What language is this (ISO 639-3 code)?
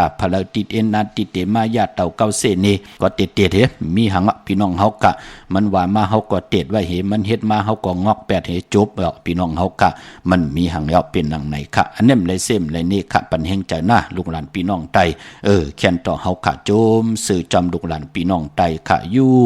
shn